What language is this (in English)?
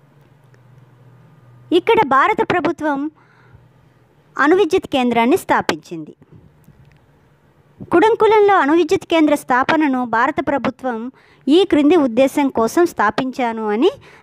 Telugu